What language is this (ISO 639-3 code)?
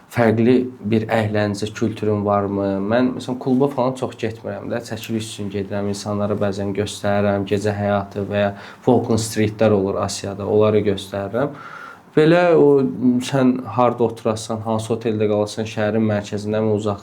aze